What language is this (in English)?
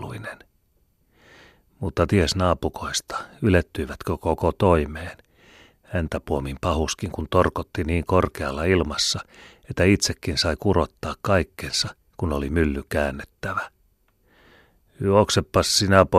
Finnish